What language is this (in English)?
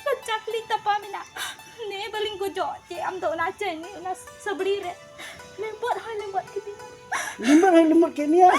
Santali